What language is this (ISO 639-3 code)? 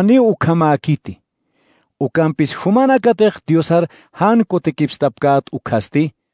aym